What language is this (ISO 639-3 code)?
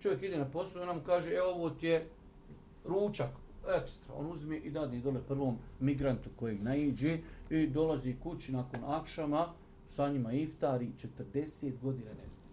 bos